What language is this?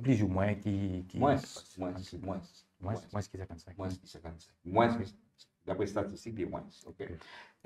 Morisyen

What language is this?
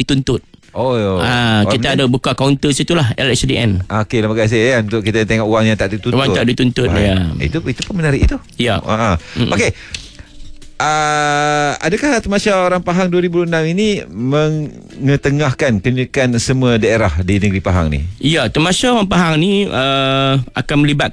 Malay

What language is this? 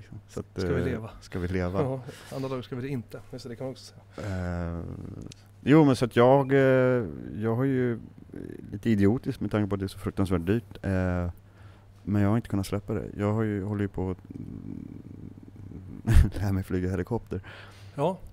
Swedish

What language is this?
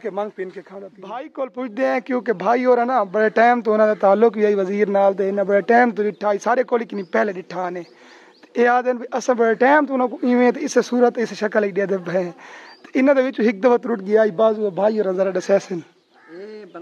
Saraiki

